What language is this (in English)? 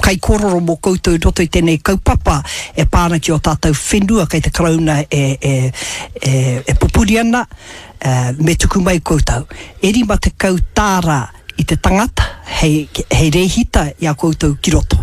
Māori